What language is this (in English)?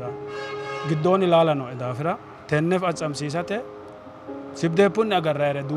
Sidamo